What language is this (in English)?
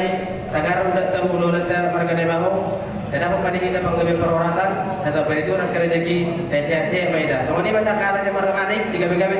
Batak Toba